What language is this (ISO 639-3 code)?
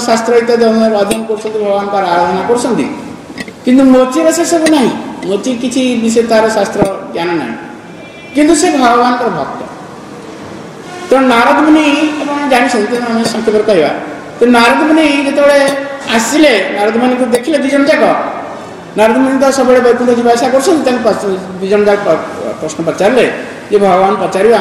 ori